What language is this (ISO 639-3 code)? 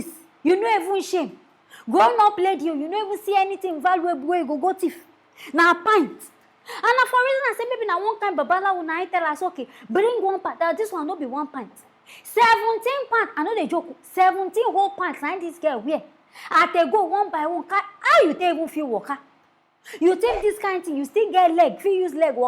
pcm